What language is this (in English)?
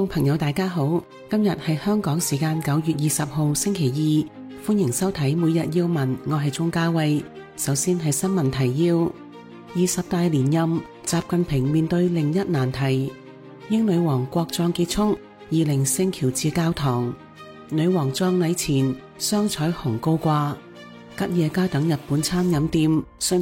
Cantonese